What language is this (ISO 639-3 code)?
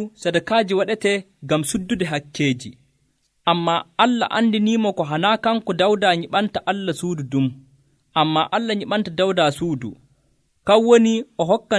fuv